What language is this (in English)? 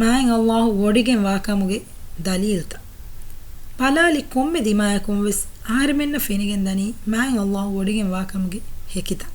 Divehi